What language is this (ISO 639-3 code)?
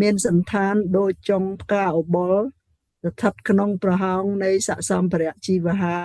khm